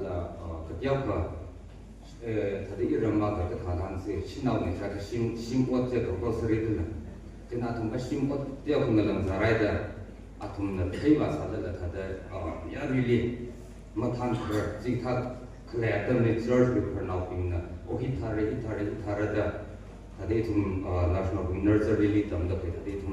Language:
Tangkhul Naga (India)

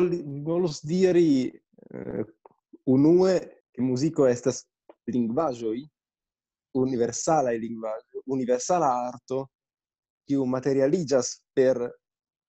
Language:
Esperanto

